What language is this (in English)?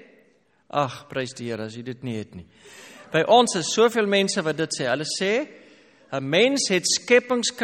Afrikaans